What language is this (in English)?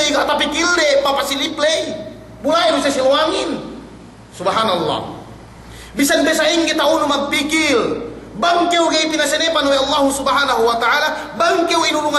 Yakan